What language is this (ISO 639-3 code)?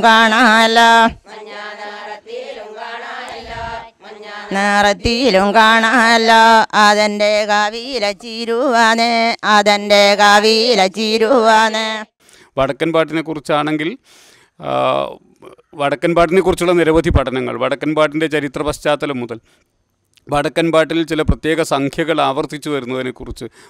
mal